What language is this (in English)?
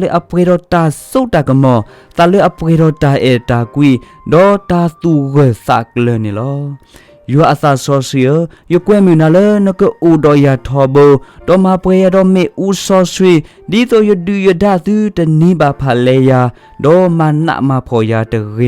S'gaw Karen